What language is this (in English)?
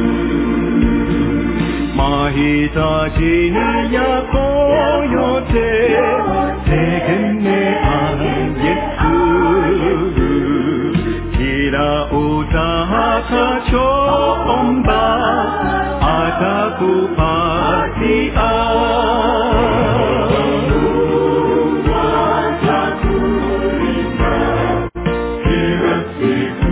Swahili